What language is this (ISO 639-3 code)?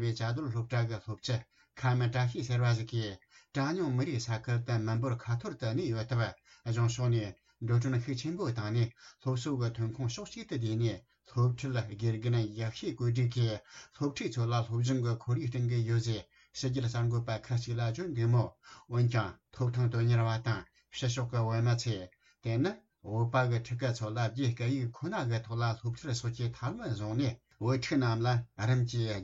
bod